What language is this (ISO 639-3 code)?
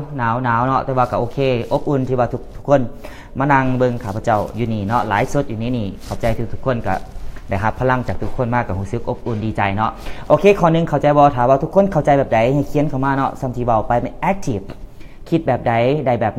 lao